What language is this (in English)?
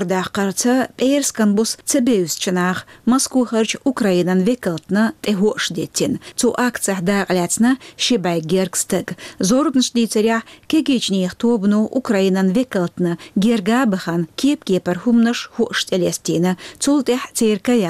Chechen